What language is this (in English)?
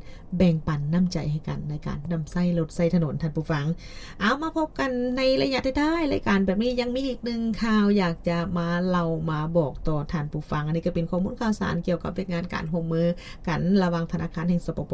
Lao